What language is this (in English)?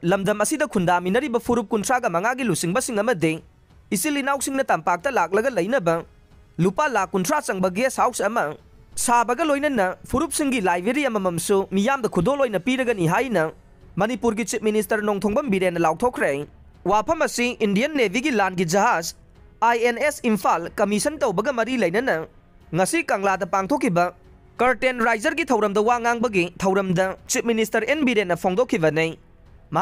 Manipuri